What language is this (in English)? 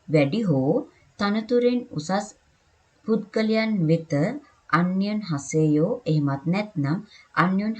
Sinhala